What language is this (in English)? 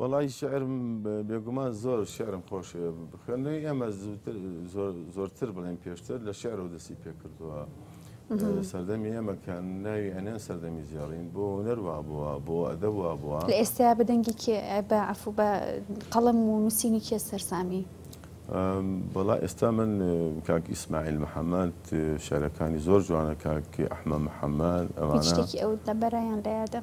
Central Kurdish